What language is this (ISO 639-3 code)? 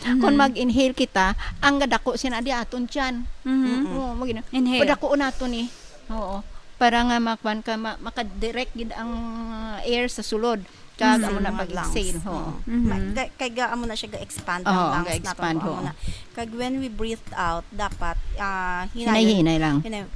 hil